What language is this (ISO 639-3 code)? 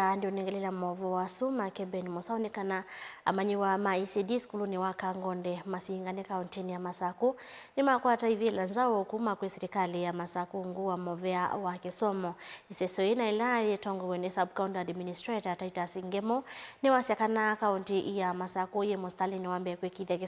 kam